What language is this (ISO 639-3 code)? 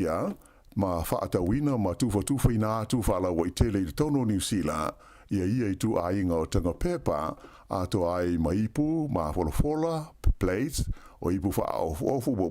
smo